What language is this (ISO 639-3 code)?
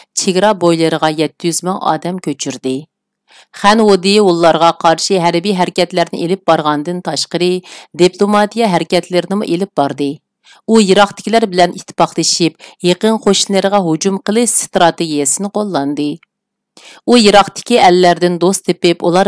uig